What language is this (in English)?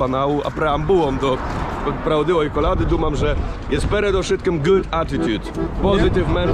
Rusyn